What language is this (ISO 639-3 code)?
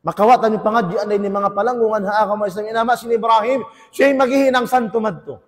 tsg